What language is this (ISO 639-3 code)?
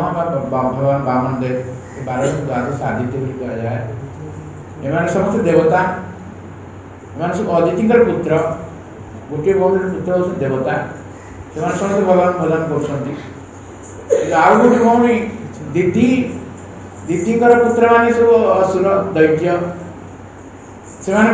ori